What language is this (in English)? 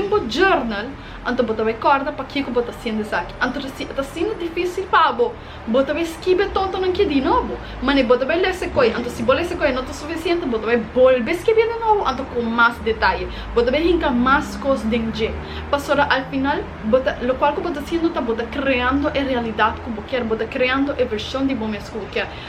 Papiamento